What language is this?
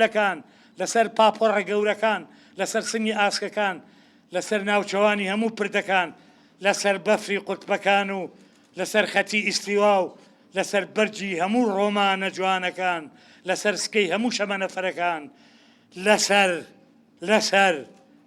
Central Kurdish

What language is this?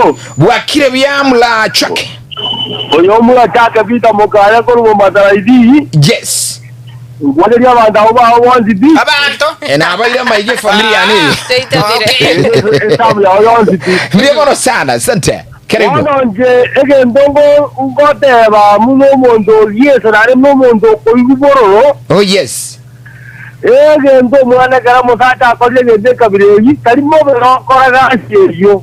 Gusii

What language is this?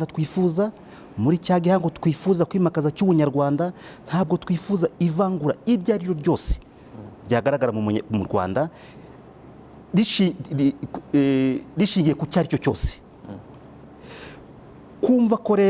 Kinyarwanda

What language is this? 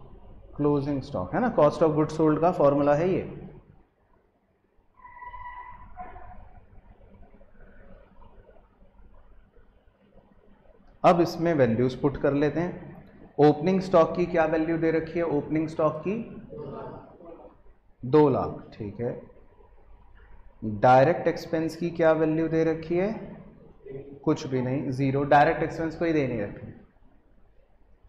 Hindi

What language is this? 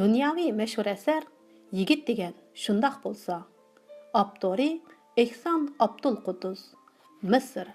Uyghur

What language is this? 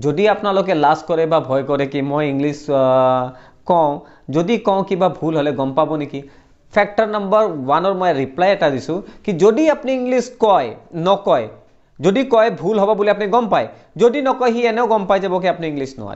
Assamese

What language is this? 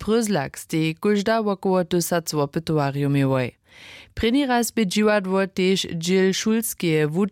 Upper Sorbian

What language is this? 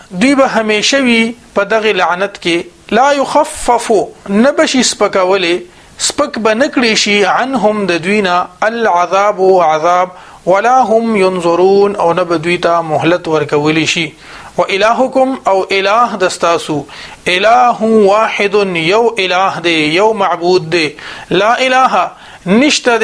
Pashto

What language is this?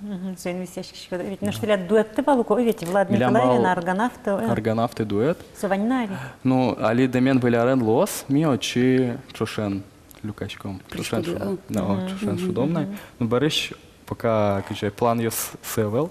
Udmurt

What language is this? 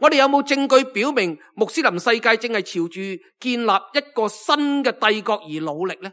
Cantonese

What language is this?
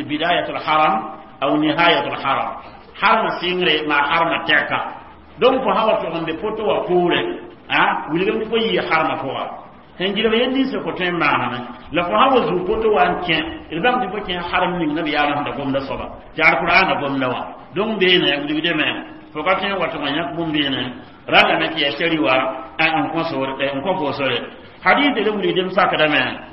Mossi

